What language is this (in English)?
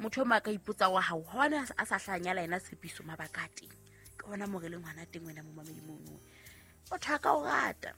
Southern Sotho